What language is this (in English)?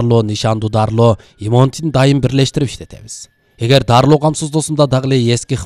Kyrgyz